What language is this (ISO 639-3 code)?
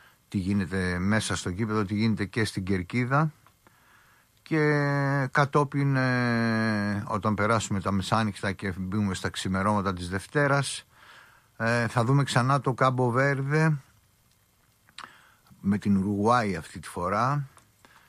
ell